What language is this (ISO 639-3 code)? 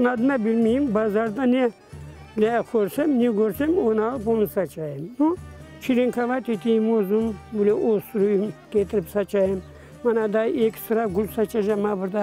crh